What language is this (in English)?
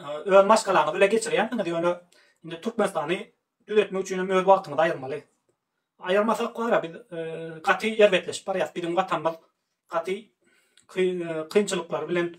Turkmen